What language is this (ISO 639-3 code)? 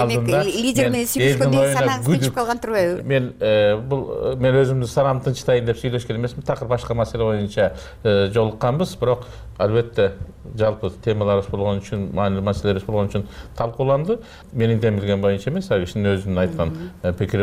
kir